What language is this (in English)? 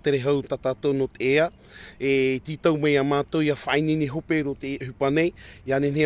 Tahitian